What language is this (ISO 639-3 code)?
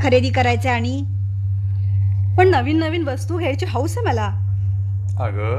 mar